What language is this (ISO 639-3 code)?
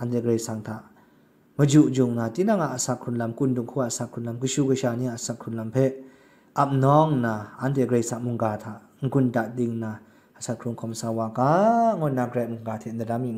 kac